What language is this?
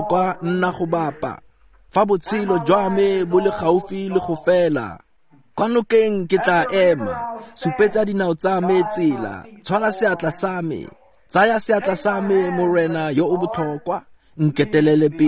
Tswana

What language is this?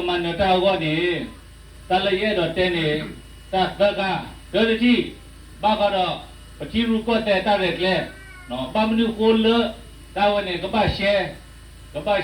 S'gaw Karen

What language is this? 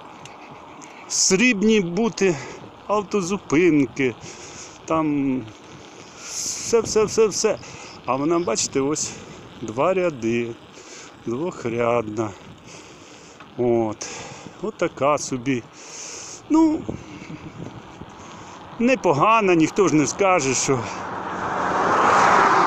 Ukrainian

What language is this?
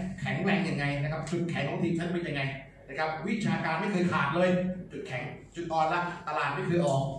Thai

